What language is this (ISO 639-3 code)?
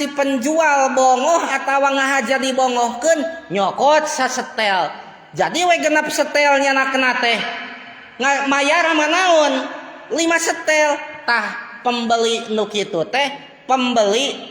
sun